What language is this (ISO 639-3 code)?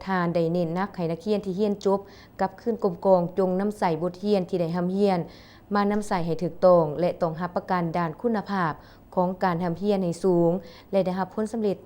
lao